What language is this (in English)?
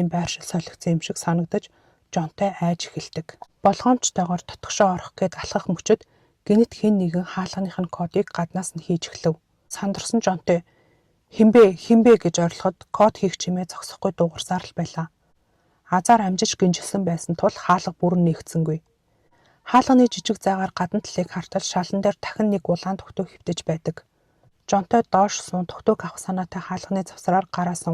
Mongolian